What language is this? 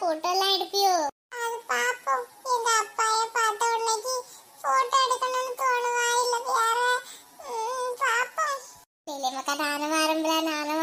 Tamil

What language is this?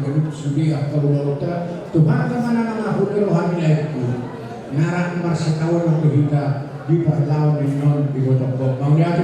Batak Toba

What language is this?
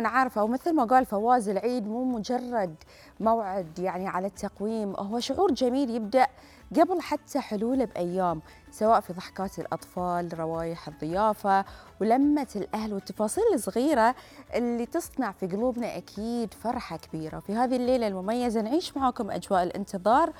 Gulf Arabic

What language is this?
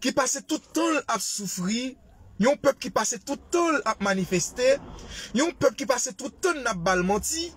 Haitian Creole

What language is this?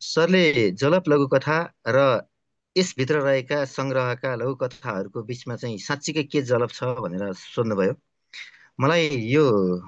Nepali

